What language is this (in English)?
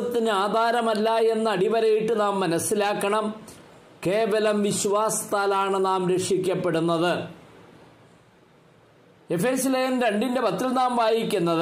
Malayalam